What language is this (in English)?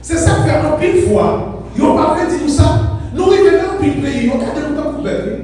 Haitian Creole